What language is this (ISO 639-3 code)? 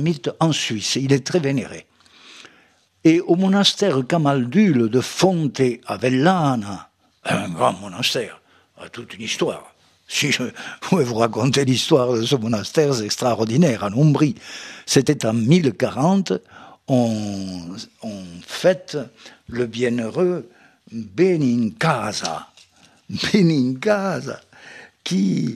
fra